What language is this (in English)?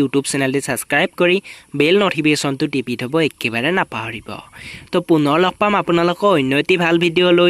Assamese